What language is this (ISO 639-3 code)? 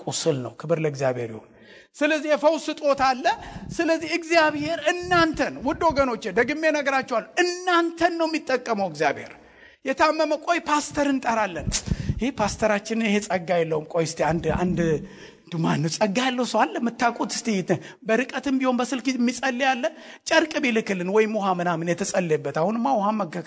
amh